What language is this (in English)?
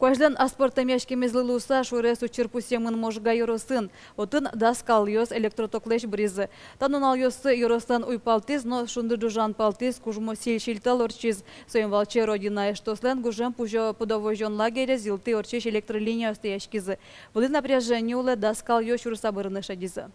Udmurt